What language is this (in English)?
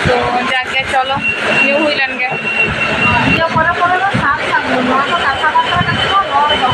Santali